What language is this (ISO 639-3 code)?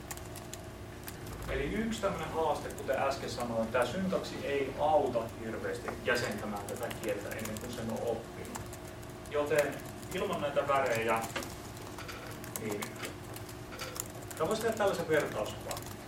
fin